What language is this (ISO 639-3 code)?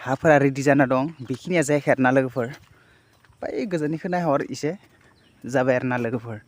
brx